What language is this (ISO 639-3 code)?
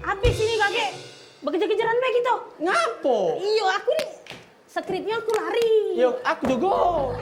mui